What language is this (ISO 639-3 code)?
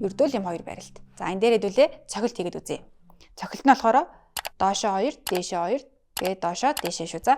mon